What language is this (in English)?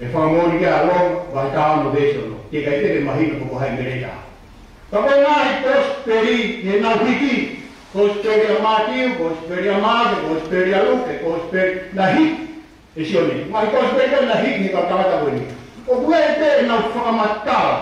Tongan